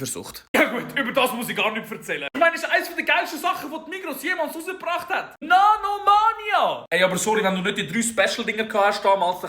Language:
Swiss German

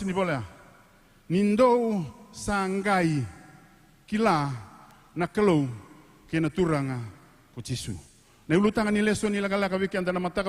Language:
Fijian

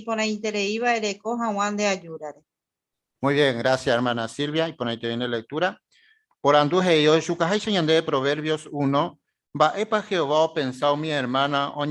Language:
Guarani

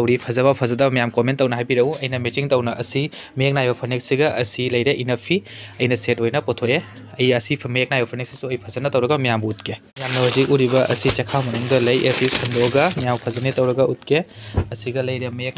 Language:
Manipuri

